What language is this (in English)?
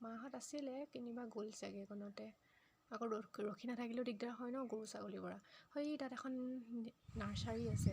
Assamese